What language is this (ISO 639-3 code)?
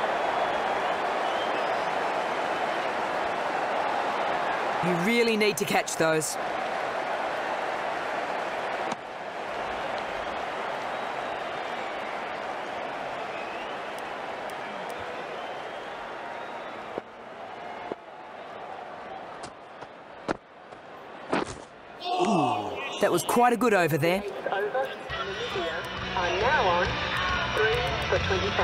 eng